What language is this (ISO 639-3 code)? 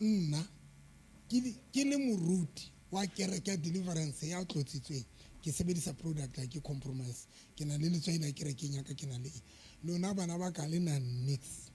sot